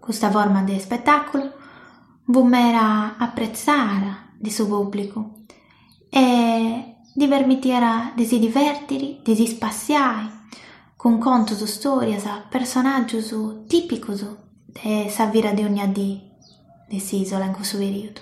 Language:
Sardinian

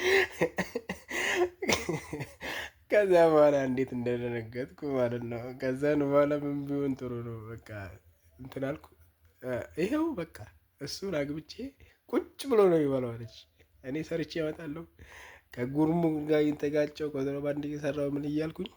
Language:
Amharic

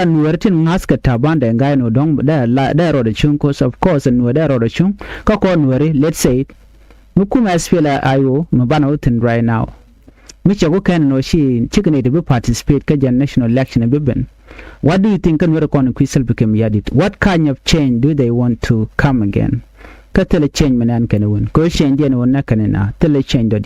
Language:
Nuer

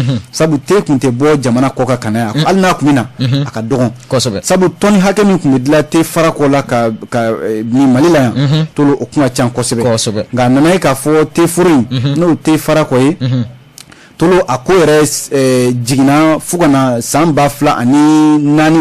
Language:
Bambara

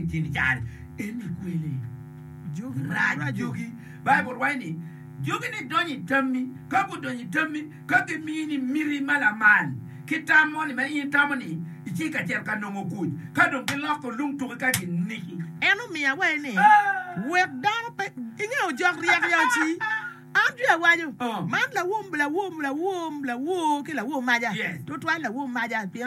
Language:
Acoli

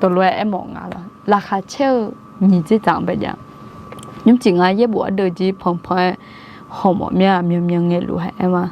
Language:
Akha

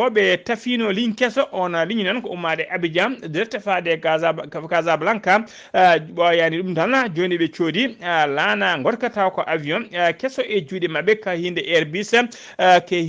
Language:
Fula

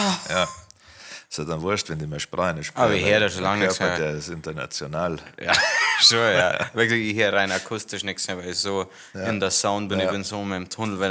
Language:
Bavarian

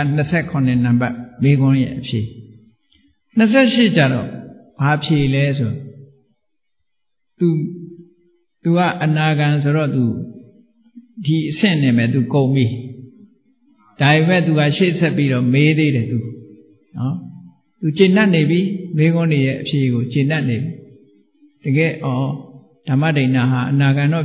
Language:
Burmese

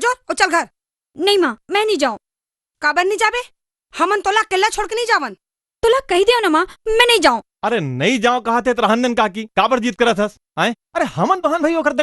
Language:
Chhattisgarhi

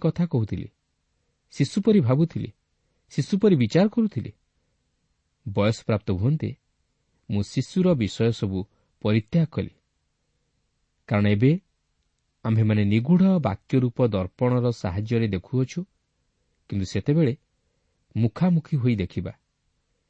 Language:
Odia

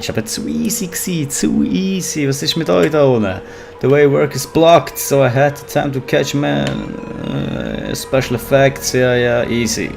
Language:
Swiss German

